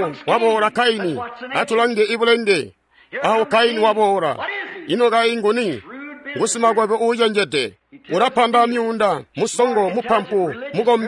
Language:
Tonga (Zambia)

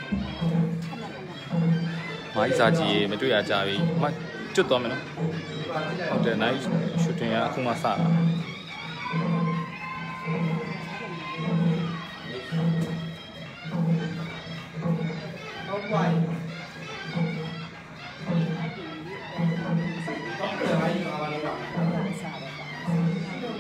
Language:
Burmese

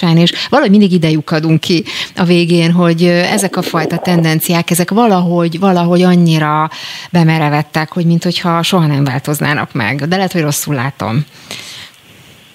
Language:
Hungarian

